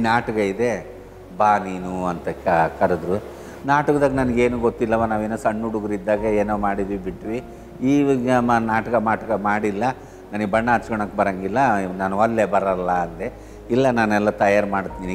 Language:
Kannada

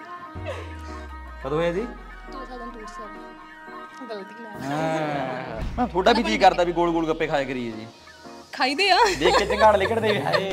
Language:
Punjabi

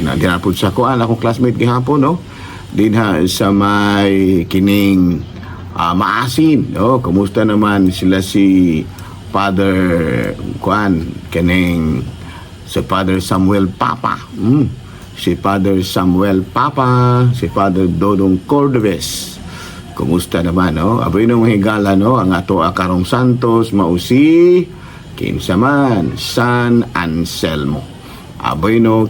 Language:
Cebuano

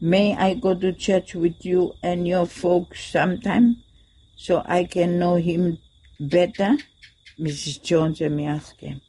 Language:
Bislama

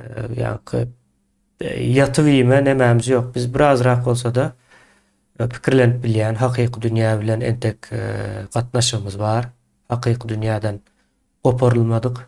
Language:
Turkmen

